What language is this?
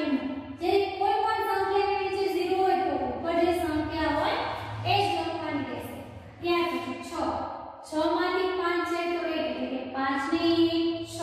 Gujarati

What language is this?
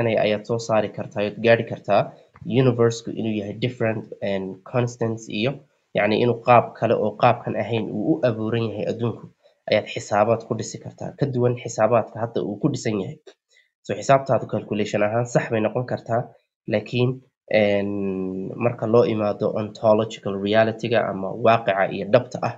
Somali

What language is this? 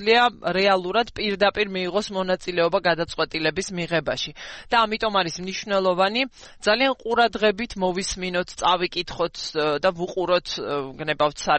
Georgian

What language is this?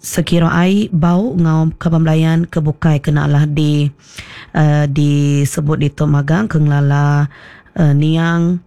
Iban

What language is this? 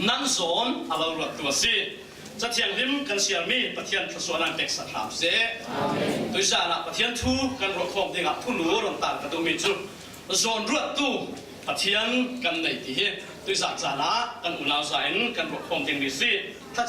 Falam Chin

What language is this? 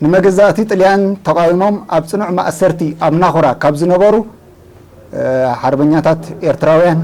Tigrinya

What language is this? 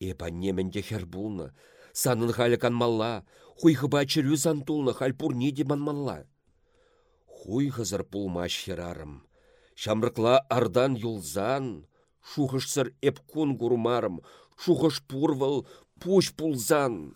Chuvash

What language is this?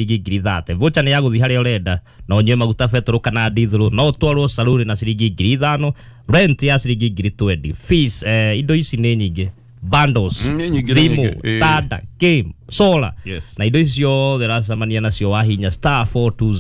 Kikuyu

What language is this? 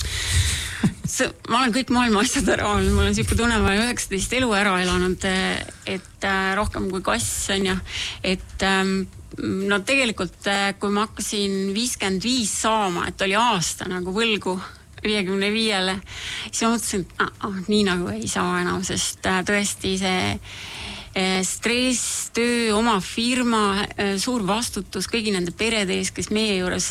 Estonian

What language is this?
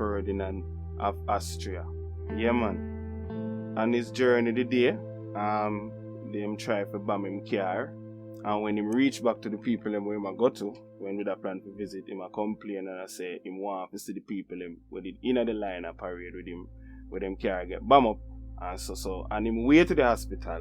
Jamaican Creole English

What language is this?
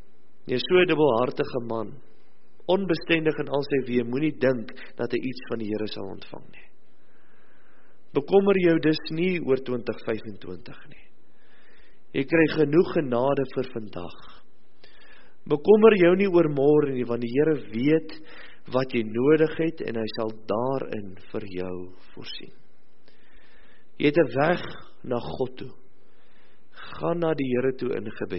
Afrikaans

